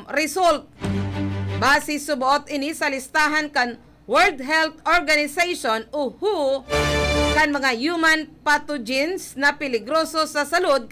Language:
Bikol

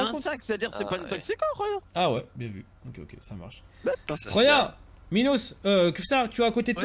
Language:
French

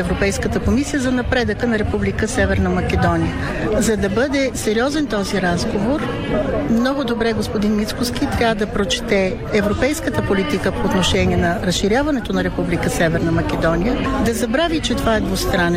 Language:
Bulgarian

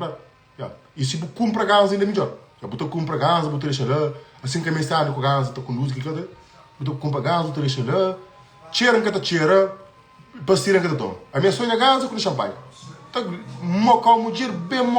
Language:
Kabuverdianu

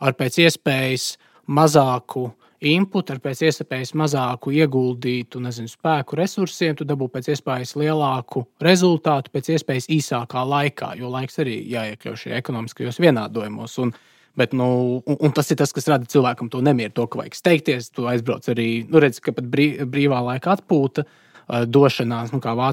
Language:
Latvian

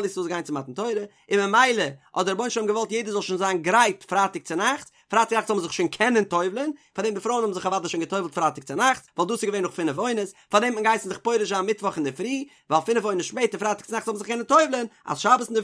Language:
Yiddish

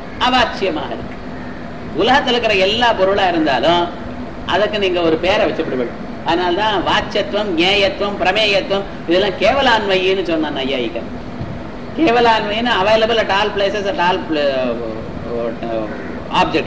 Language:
Tamil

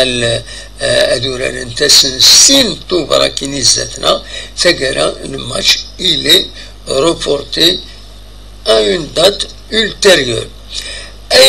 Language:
Kabyle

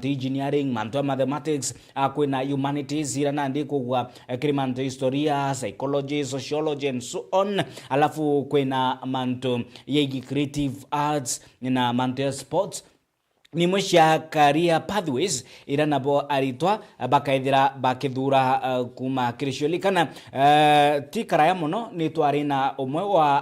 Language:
Meru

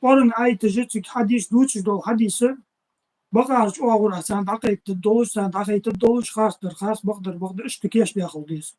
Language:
Ingush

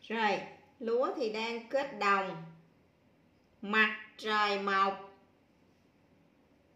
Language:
Vietnamese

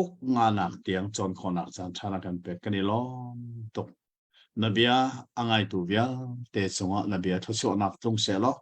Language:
Hakha Chin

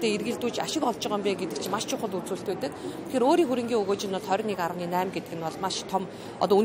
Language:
Mongolian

